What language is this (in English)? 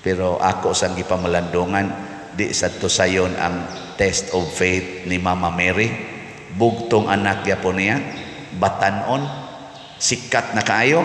Cebuano